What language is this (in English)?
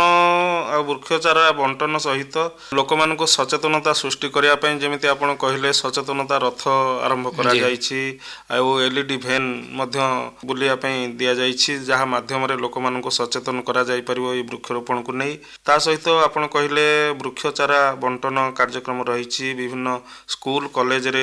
Odia